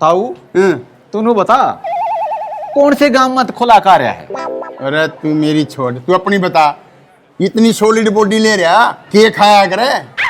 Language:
Haryanvi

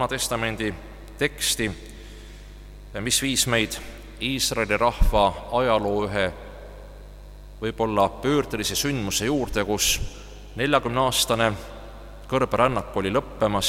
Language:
Estonian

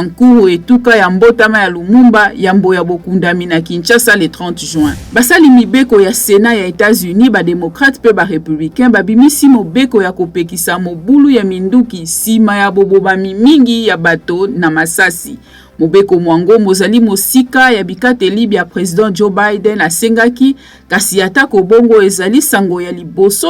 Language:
Lingala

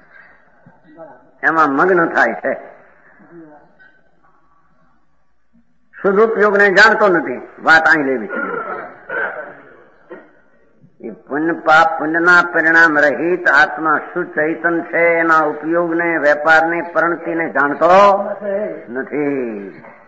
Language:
Gujarati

